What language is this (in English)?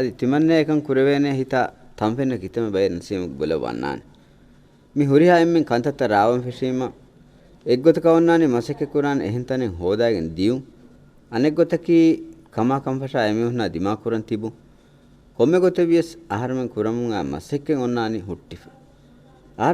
Divehi